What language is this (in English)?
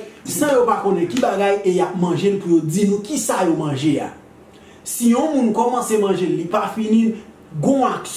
Haitian Creole